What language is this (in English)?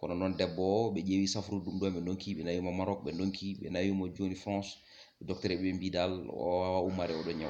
Fula